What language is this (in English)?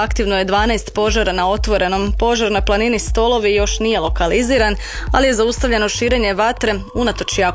Croatian